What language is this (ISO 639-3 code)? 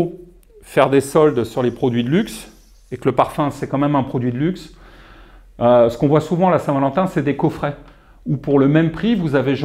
fra